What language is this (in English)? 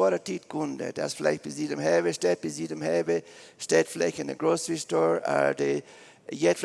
Plautdietsch